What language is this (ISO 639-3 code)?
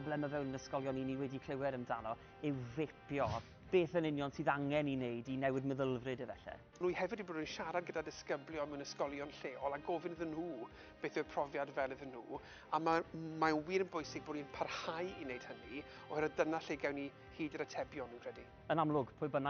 cym